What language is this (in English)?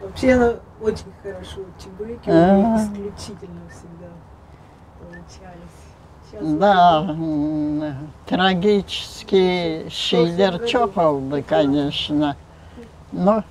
Crimean Tatar